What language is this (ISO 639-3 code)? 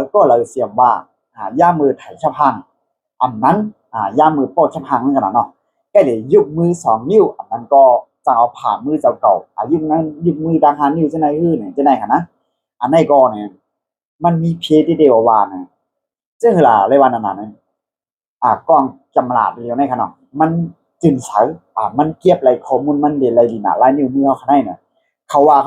shn